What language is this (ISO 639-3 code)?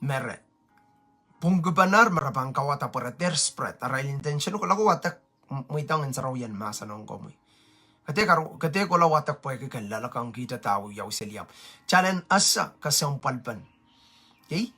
pon